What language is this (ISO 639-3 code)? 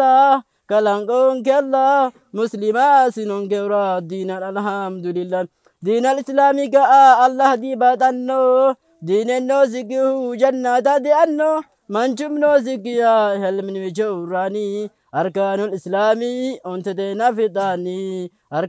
orm